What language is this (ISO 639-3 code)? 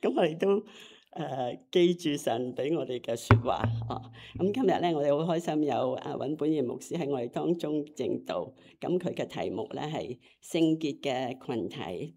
yue